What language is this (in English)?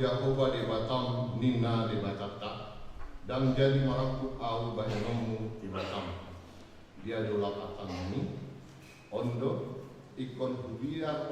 Batak Toba